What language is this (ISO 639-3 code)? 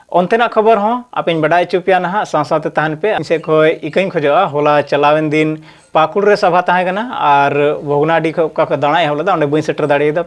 sat